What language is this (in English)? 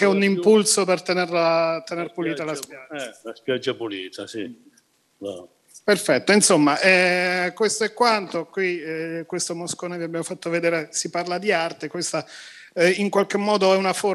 Italian